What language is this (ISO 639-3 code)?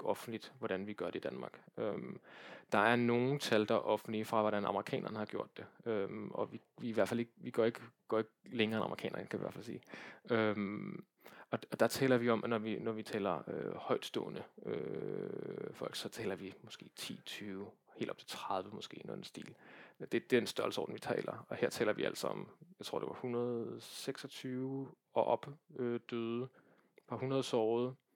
dan